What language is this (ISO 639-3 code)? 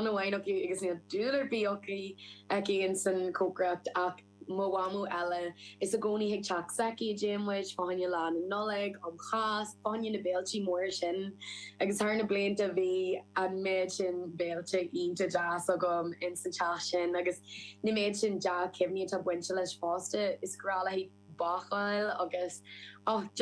gle